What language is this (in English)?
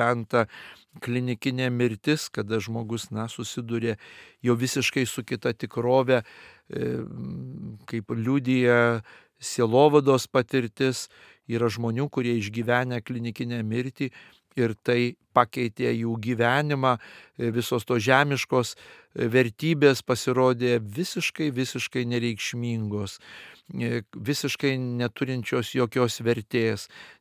Lithuanian